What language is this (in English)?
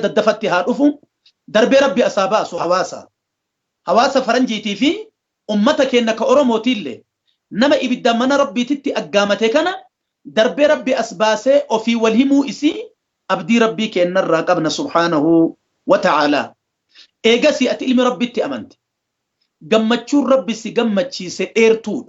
Oromo